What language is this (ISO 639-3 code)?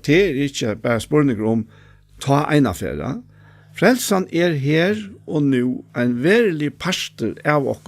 fao